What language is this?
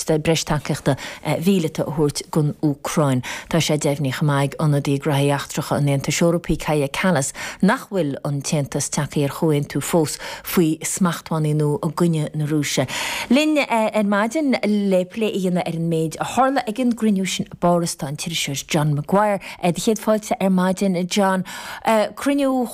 Irish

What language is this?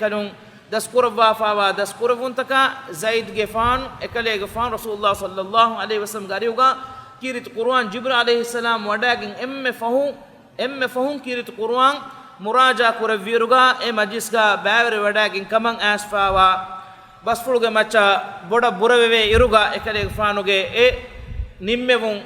Divehi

